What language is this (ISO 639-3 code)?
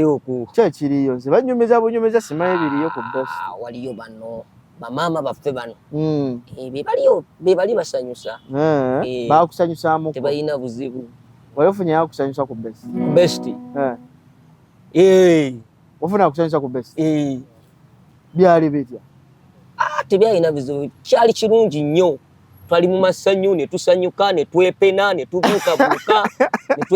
lug